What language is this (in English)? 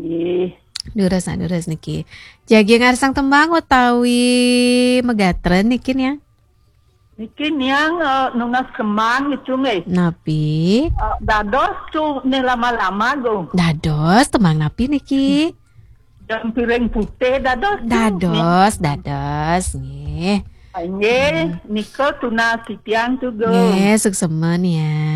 Balinese